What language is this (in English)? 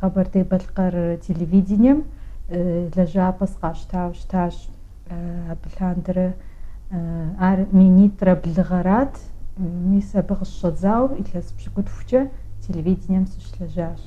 Kabardian